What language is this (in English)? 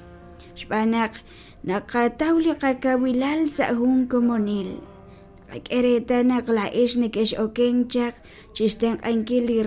Kekchí